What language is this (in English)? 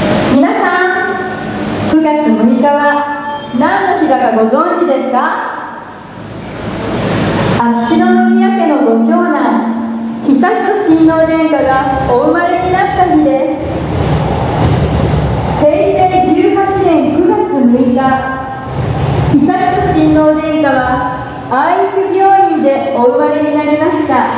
Japanese